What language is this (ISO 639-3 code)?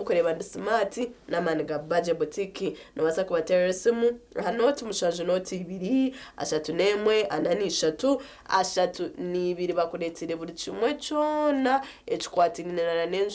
nyn